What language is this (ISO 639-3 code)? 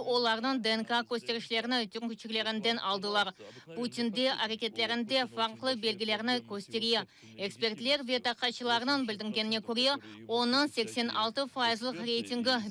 crh